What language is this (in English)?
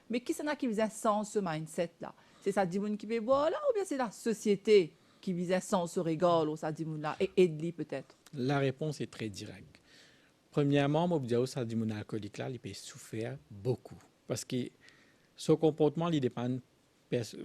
Morisyen